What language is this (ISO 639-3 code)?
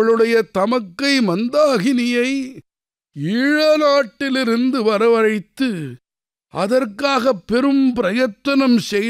tam